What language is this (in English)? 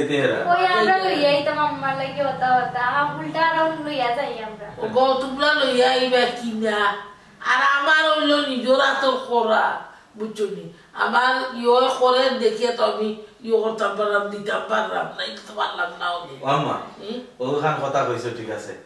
Sylheti